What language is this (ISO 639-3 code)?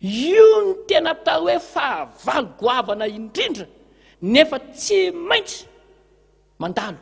mlg